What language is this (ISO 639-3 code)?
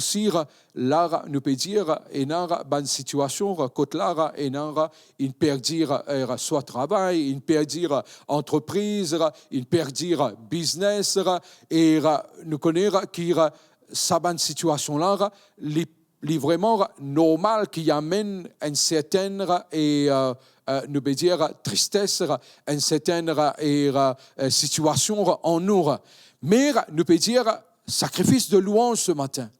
mfe